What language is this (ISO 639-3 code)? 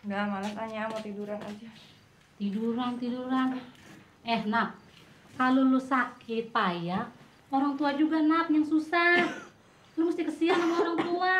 bew